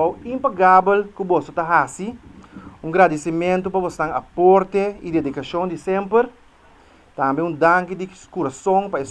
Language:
Papiamento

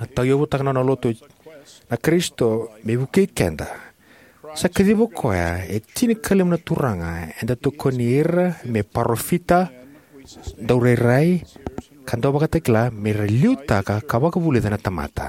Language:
Fijian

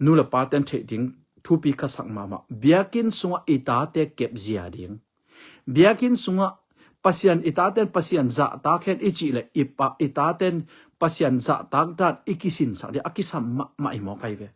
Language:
Tedim Chin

